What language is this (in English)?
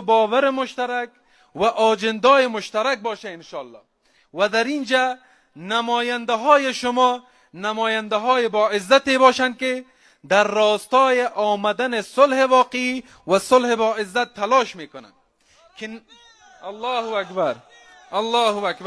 Persian